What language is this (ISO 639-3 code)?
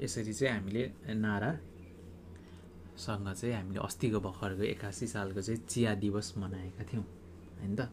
nep